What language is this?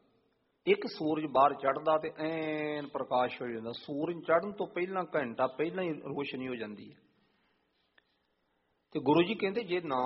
Punjabi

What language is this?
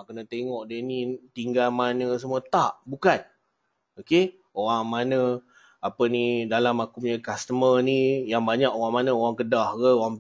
Malay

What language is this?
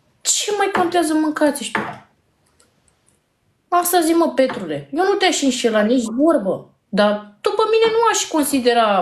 Romanian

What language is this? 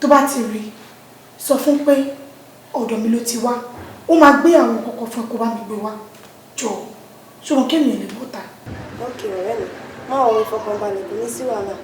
Yoruba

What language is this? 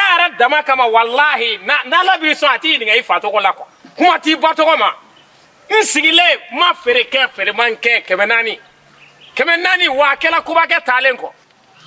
Bambara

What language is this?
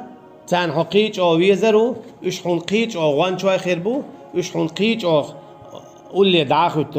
Chechen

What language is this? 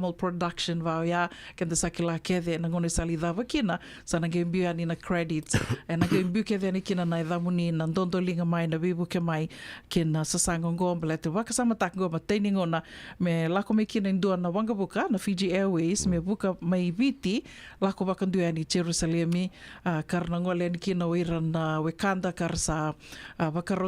Fijian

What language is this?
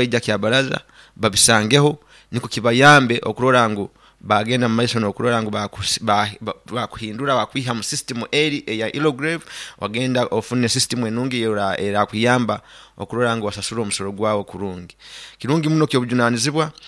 Nyoro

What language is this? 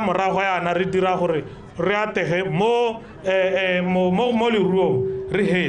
Tswana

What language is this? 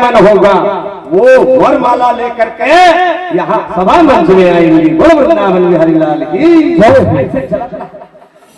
Chhattisgarhi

